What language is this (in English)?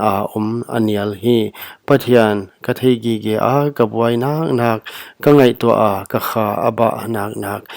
Paite Chin